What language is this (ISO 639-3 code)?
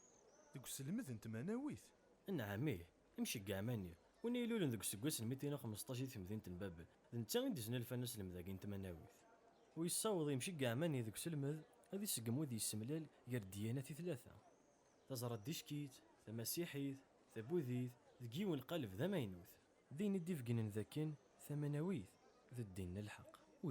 kab